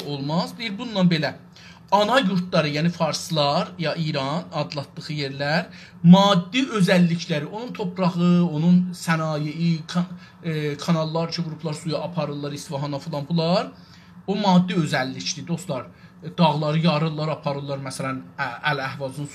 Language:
South Azerbaijani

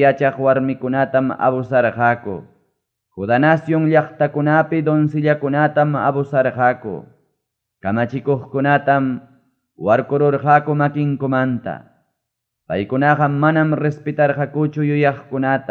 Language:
Ayacucho Quechua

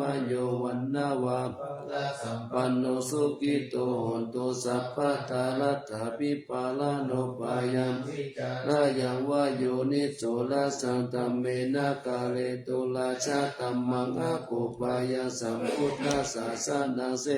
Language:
Pali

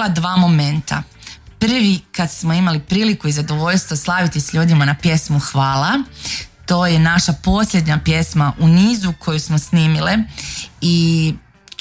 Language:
Croatian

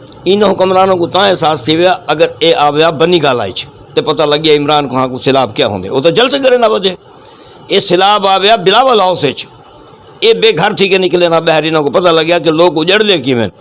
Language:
Saraiki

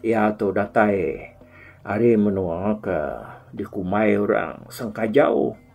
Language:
Iban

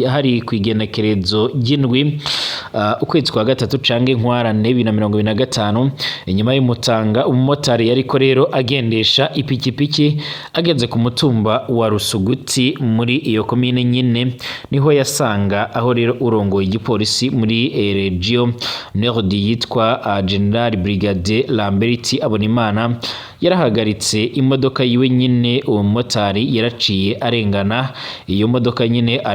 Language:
Rundi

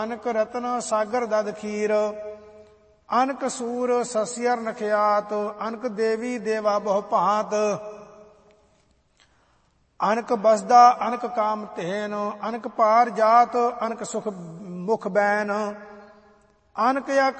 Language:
Punjabi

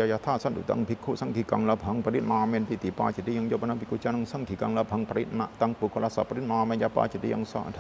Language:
Pali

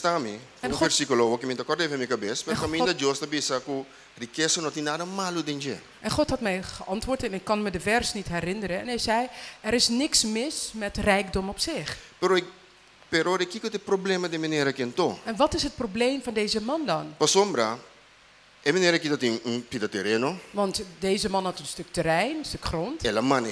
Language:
Papiamento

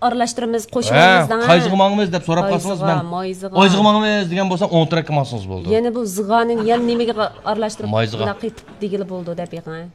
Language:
Uyghur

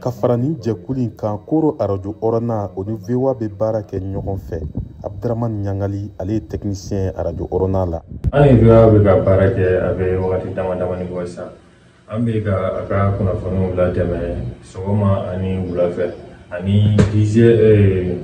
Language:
Bambara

